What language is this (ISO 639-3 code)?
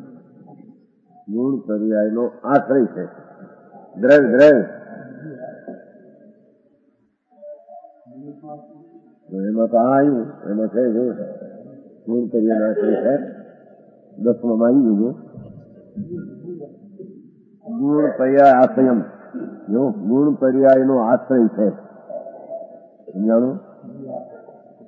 guj